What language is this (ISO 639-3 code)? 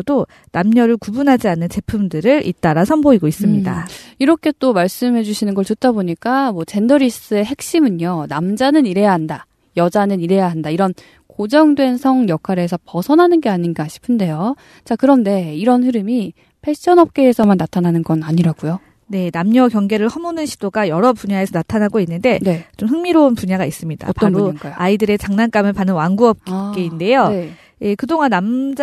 kor